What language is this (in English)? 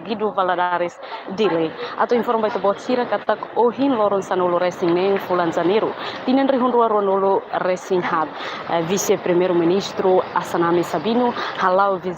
Tetum